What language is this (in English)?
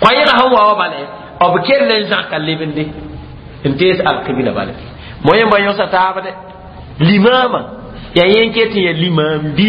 Mossi